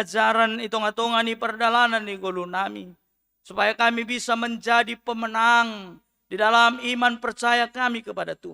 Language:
Batak Simalungun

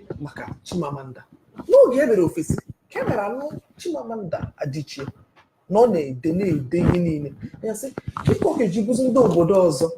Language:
Igbo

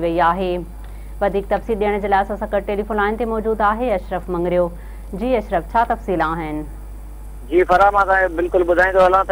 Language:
Sindhi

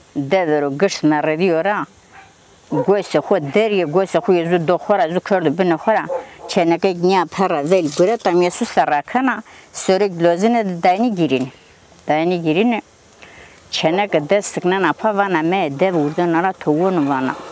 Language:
Zaza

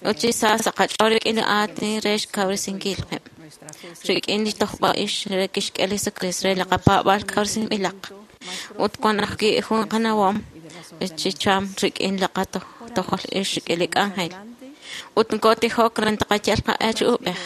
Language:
Kekchí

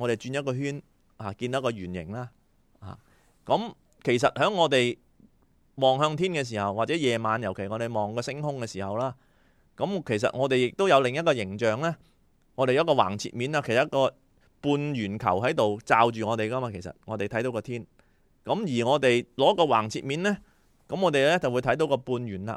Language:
Cantonese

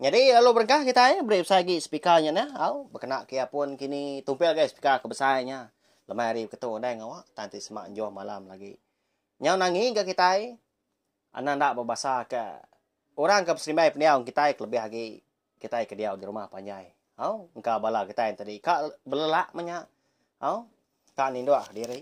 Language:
Iban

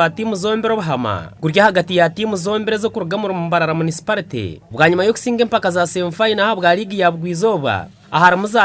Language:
Nyankole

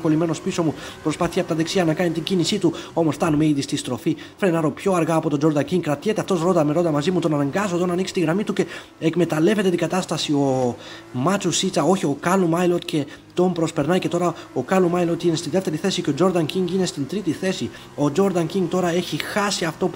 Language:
Greek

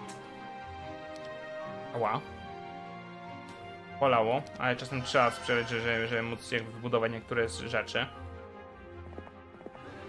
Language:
Polish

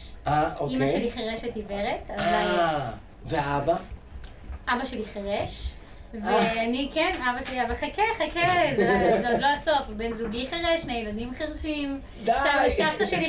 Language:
Hebrew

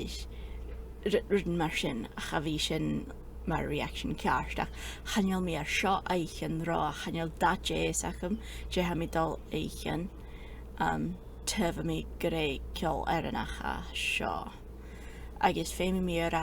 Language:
Scottish Gaelic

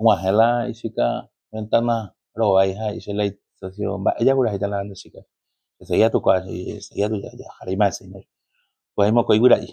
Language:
Guarani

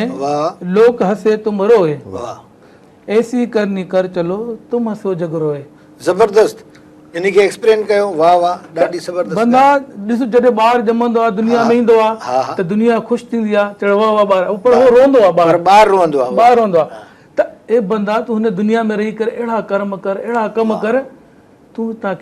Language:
Sindhi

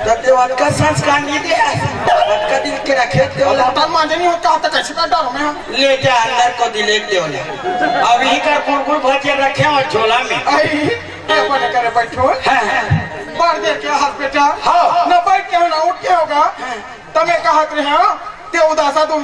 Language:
Chhattisgarhi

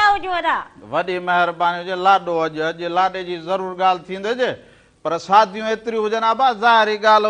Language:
Sindhi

